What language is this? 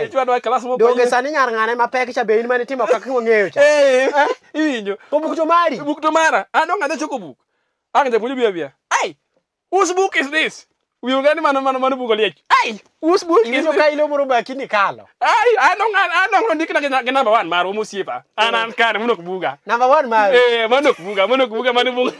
Luo (Kenya and Tanzania)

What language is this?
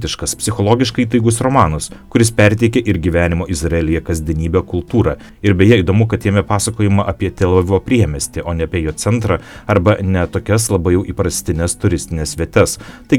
Lithuanian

